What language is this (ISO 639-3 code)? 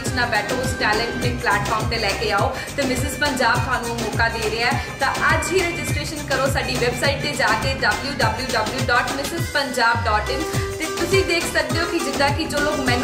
pan